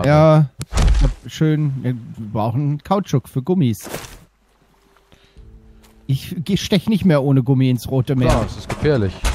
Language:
German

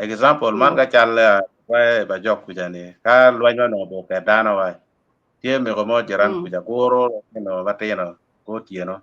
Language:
Acoli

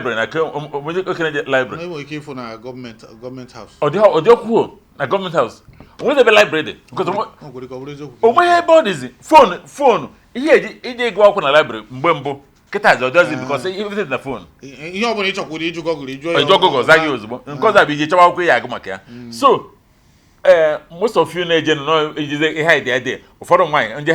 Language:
Igbo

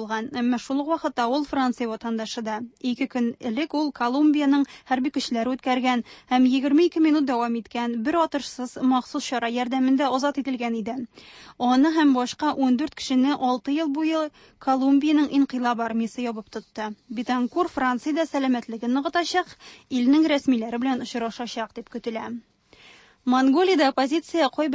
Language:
Tatar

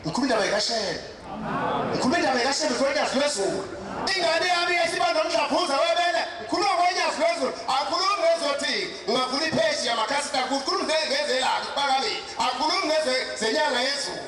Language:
Zulu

